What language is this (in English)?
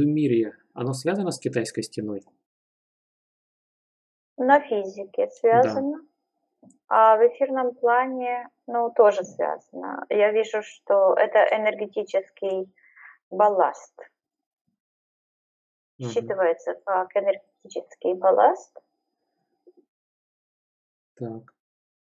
Russian